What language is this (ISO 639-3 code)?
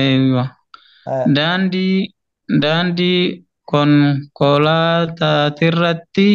orm